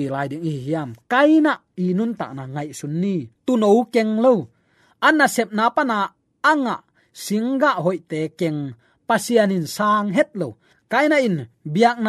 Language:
Tedim Chin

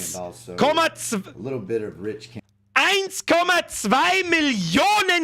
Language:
Bavarian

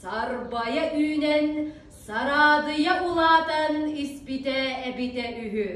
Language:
Yakut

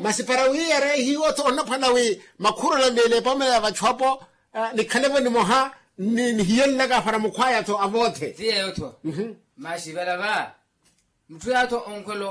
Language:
Makhuwa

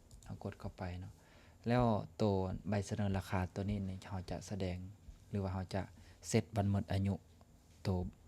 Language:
Lao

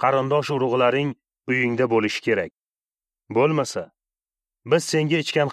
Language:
Uzbek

